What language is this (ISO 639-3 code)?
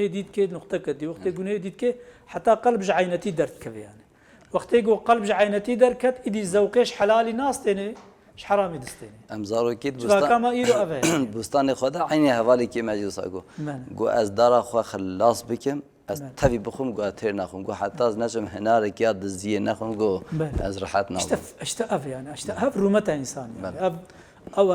kur